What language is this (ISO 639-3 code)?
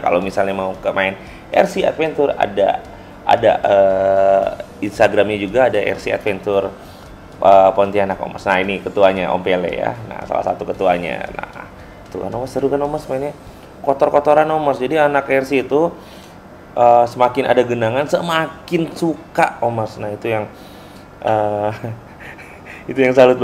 ind